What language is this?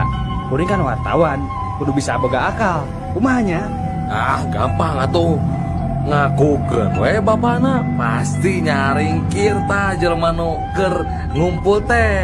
Sundanese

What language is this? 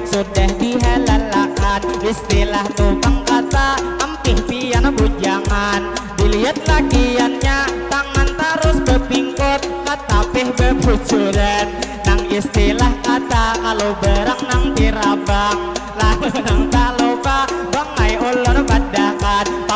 Banjar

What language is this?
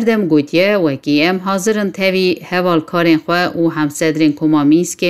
Kurdish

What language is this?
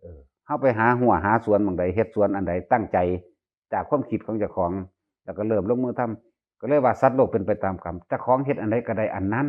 Northeastern Thai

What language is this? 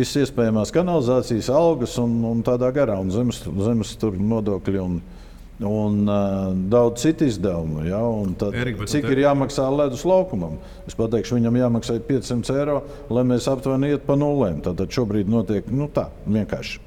Latvian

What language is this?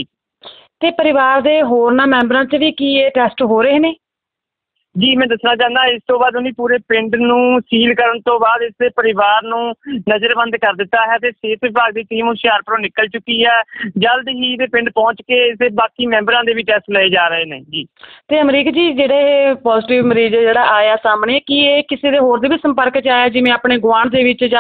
Punjabi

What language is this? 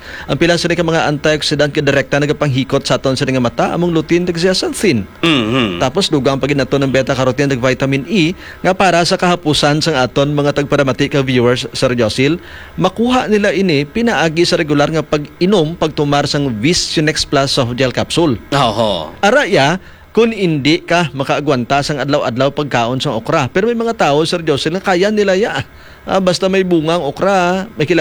Hiligaynon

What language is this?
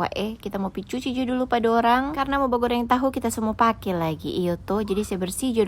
Manado Malay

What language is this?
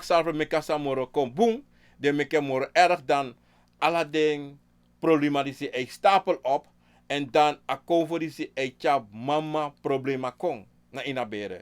Sranan Tongo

